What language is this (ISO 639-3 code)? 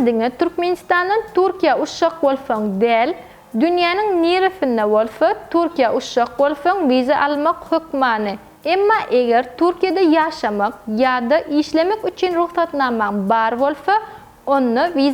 tuk